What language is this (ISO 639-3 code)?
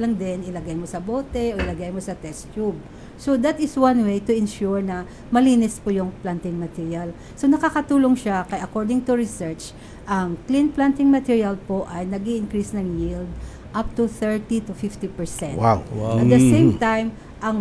fil